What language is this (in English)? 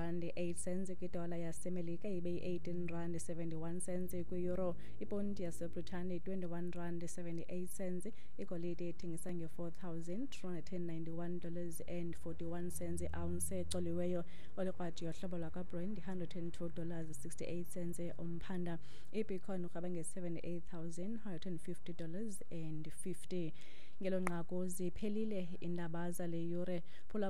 Xhosa